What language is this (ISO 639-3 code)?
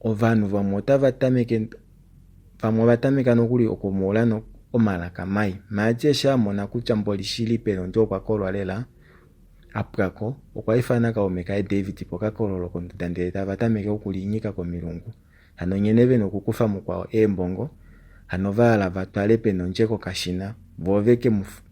kua